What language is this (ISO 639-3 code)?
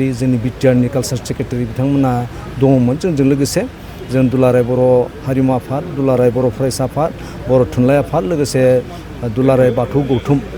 brx